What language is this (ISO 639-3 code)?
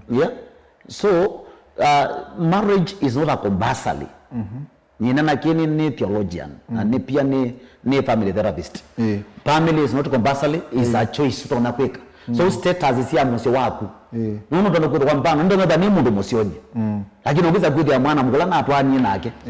kam